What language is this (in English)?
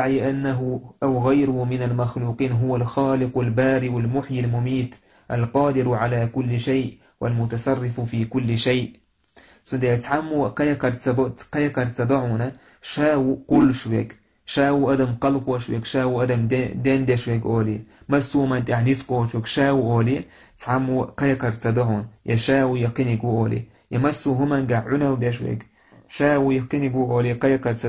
Chechen